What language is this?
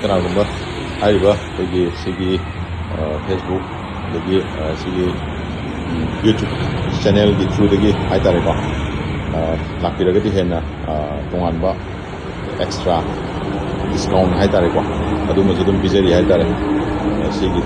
Manipuri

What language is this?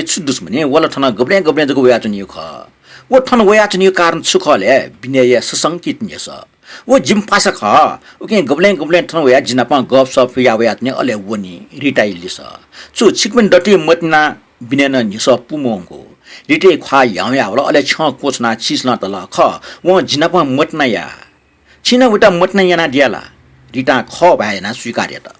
Newari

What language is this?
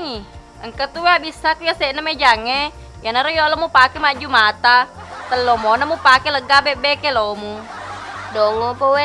Buginese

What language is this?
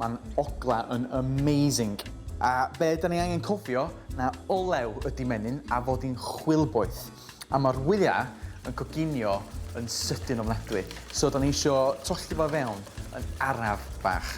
Welsh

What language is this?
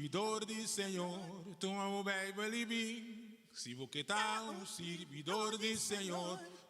Papiamento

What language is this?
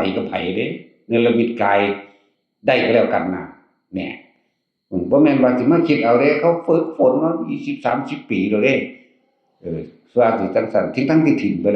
Northeastern Thai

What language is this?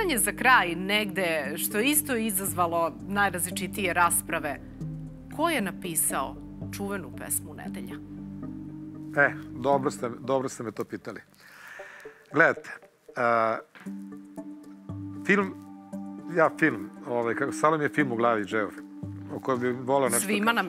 Serbian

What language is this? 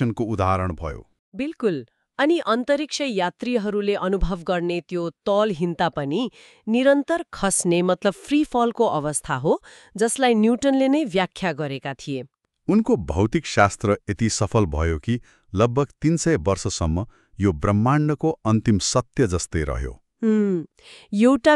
Nepali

